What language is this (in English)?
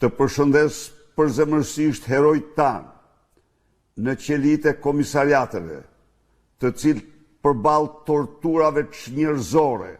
Albanian